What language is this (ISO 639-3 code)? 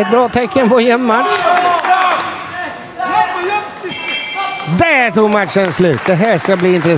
swe